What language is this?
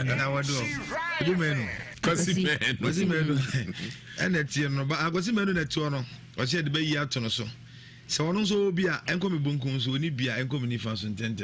Akan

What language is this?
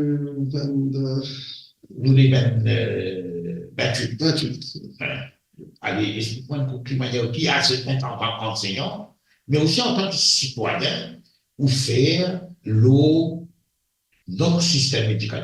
Morisyen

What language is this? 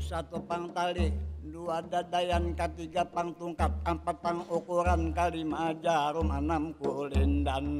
Banjar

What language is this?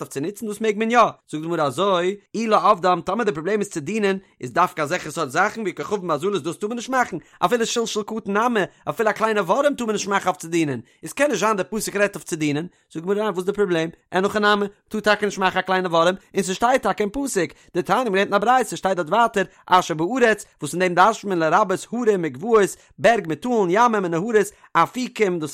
Yiddish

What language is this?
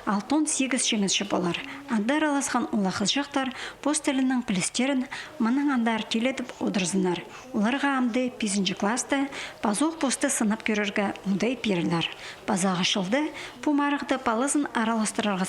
Khakas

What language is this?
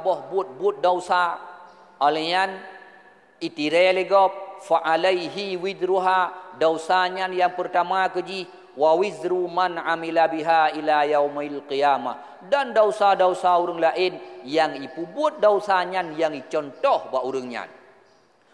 Achinese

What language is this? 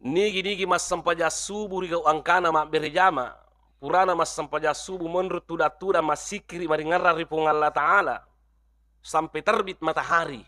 Buginese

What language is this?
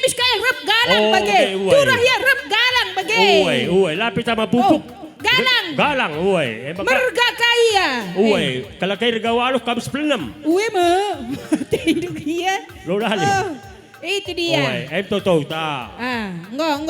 Batak Karo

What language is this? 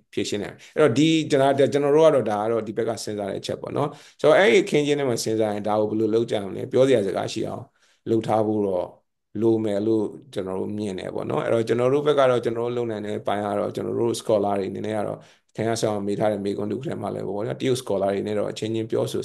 Burmese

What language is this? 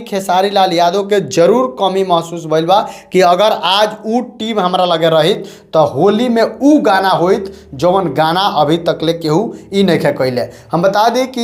Bhojpuri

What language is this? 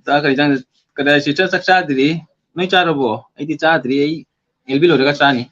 Manipuri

